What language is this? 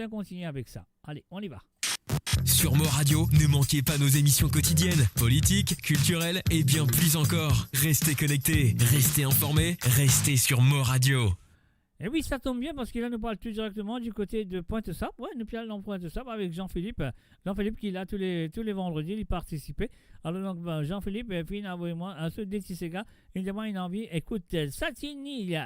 Morisyen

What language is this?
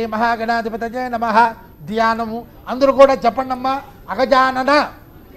Telugu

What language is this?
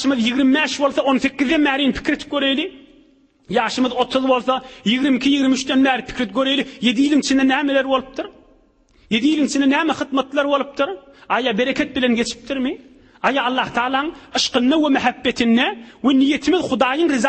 Turkmen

